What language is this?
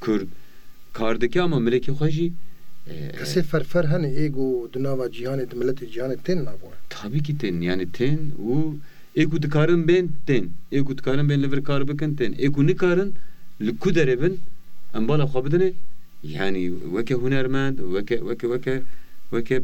Kurdish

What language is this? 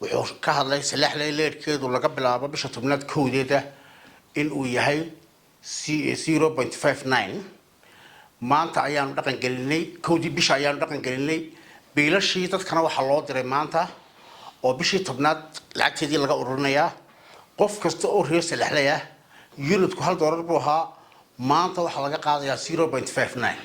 Somali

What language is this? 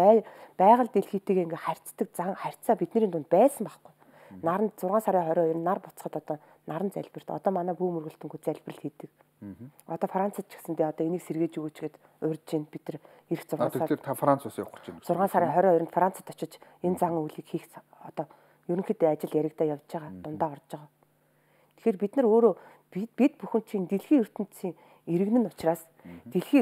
Mongolian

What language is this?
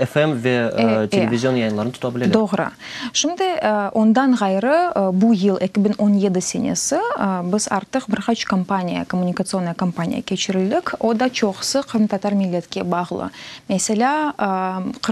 Crimean Tatar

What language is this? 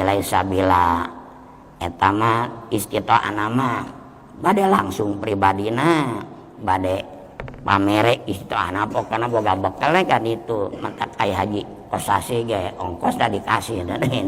Sundanese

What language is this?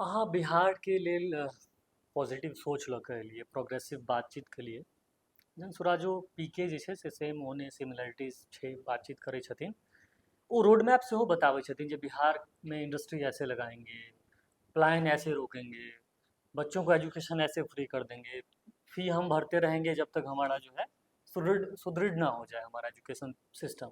Maithili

